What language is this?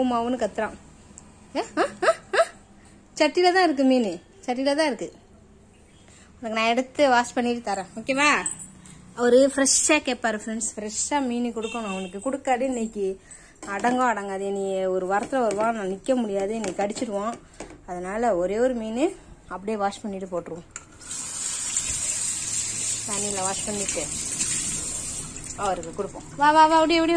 Tamil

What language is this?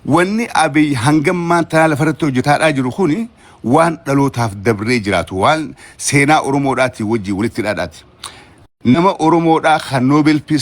Oromo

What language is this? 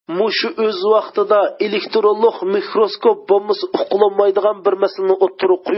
Uyghur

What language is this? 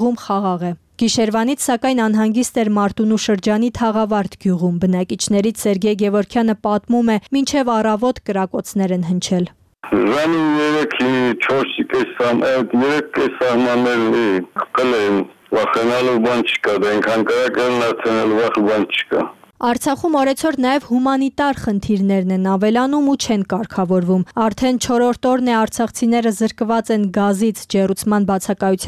Armenian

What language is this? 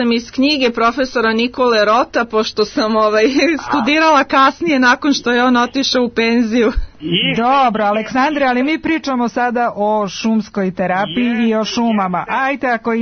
Serbian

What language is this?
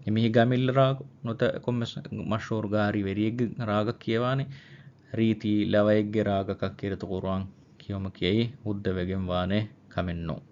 Divehi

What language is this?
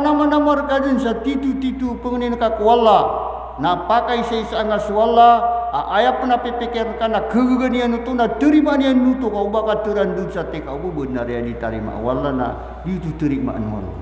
Maranao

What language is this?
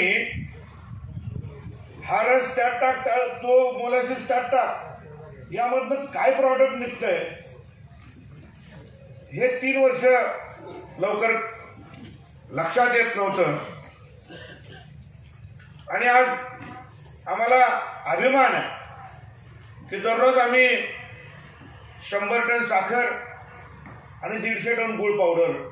Marathi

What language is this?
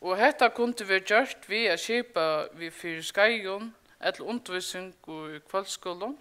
Faroese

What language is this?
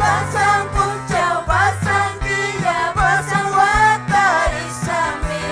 Ayacucho Quechua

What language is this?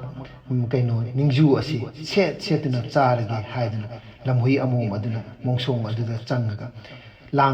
Manipuri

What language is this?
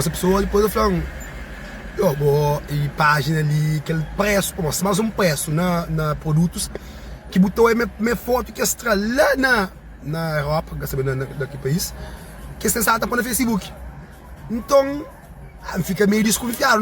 Kabuverdianu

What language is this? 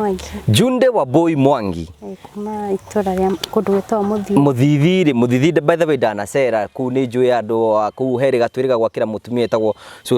Kikuyu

